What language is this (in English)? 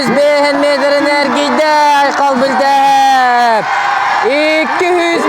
Yakut